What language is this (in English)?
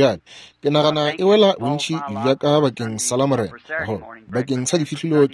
Northern Sotho